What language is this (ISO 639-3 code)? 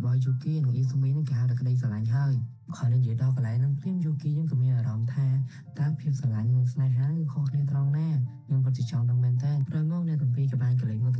khm